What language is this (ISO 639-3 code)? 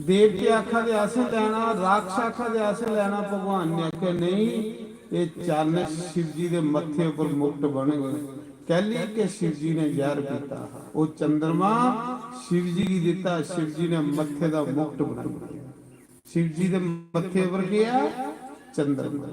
doi